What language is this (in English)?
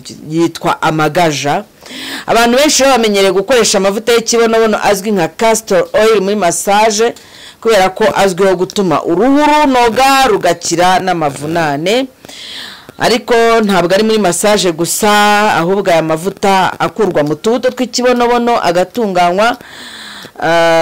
Kinyarwanda